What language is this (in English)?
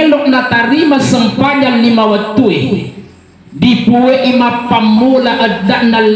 Buginese